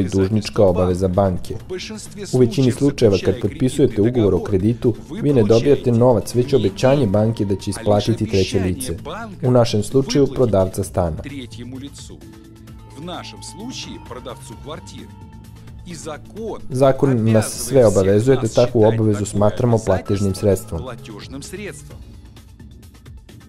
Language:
Serbian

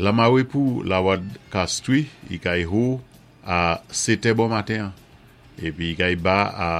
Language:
Saint Lucian Creole French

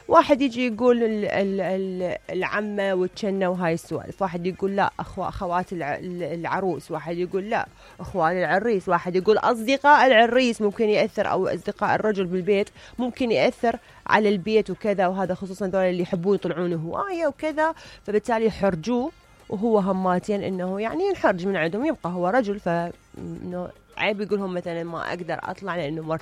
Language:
Mesopotamian Arabic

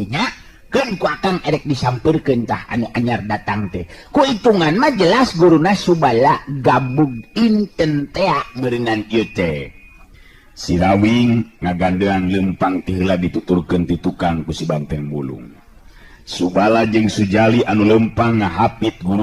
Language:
Sundanese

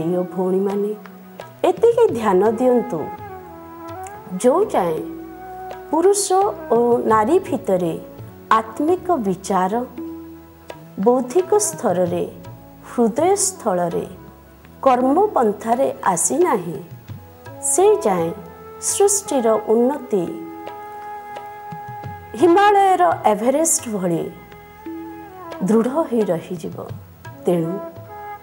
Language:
Odia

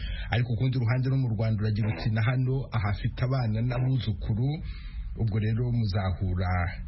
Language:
Kinyarwanda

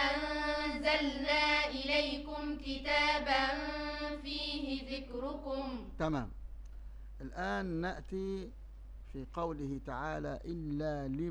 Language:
Arabic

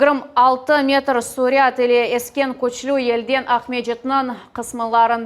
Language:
Crimean Tatar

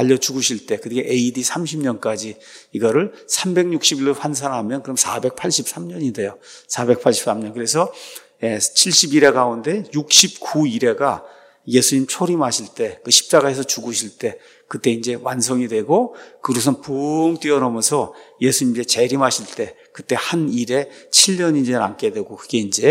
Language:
Korean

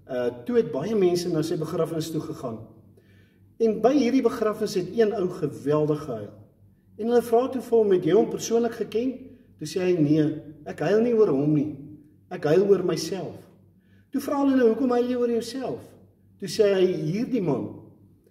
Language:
Afrikaans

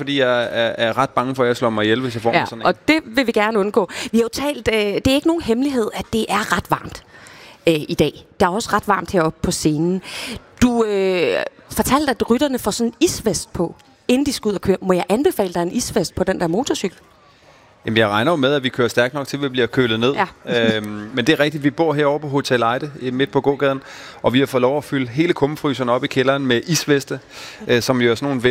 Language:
Danish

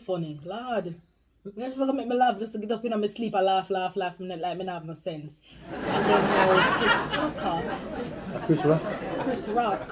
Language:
Jamaican Creole English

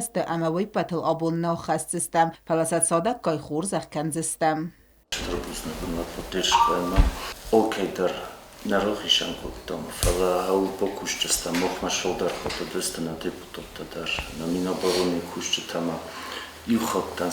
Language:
Ossetic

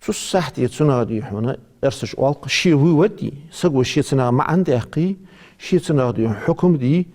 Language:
Ingush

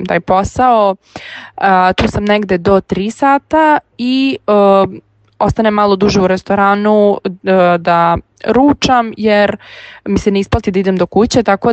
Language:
Serbian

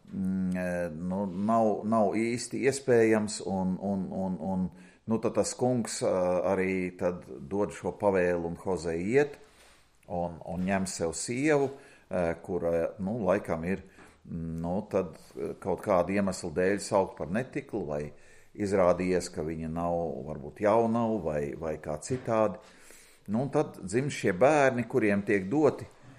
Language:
Latvian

